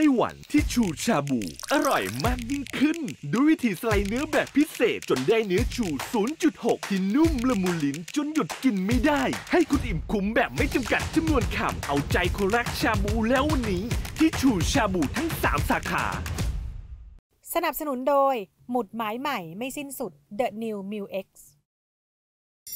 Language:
Thai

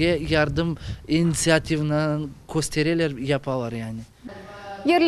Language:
Crimean Tatar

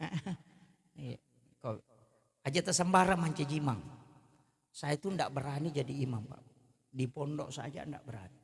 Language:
Buginese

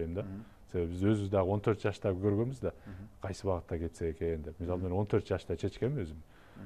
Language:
Kyrgyz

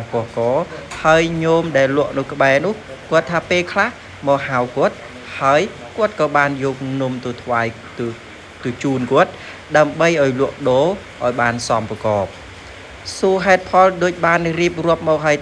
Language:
Khmer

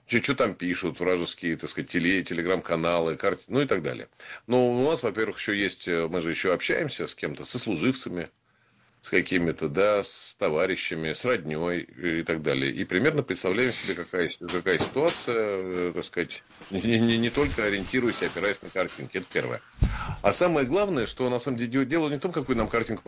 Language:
Russian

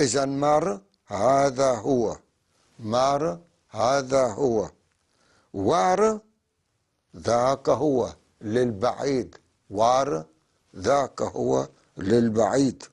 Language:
North Levantine Arabic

